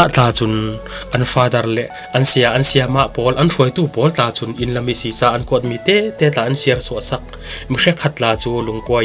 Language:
Falam Chin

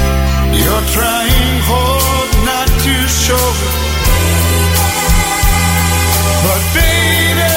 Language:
Portuguese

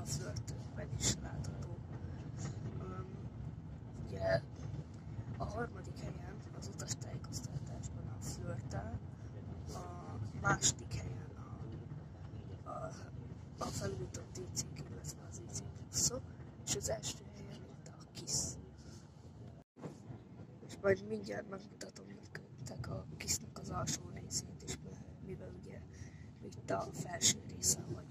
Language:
Hungarian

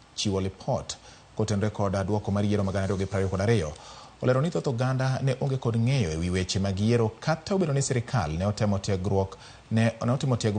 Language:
Luo (Kenya and Tanzania)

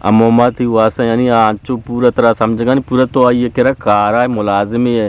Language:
Eastern Balochi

